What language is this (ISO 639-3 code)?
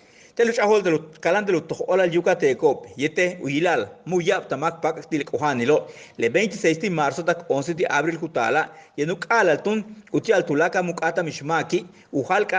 yua